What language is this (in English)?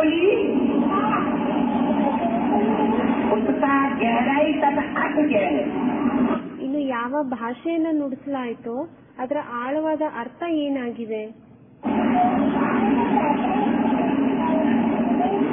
Kannada